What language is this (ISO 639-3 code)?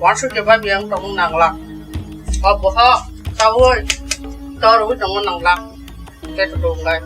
trp